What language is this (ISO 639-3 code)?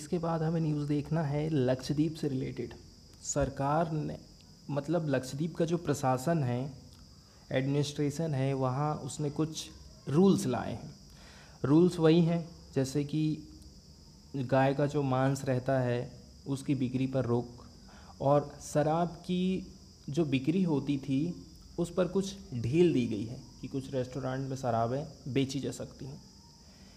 hin